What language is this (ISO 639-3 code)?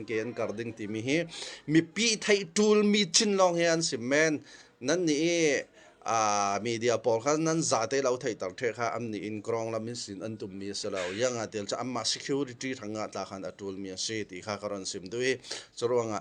cnh